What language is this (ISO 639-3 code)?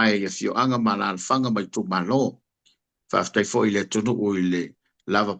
smo